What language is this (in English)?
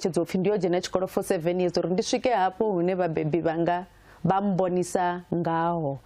Venda